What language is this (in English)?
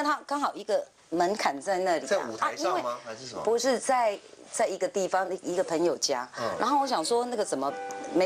Chinese